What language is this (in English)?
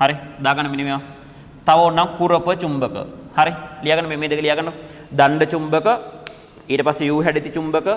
Sinhala